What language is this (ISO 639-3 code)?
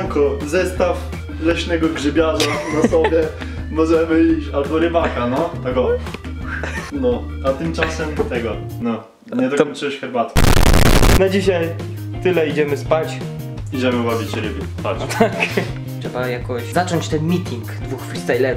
pol